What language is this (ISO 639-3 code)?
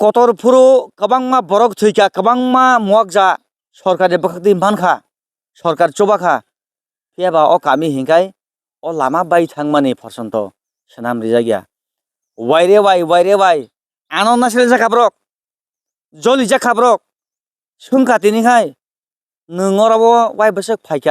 trp